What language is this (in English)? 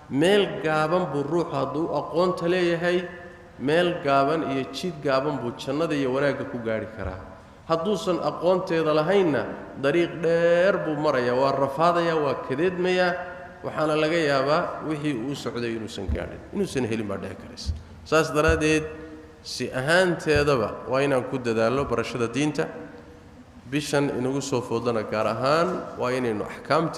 Somali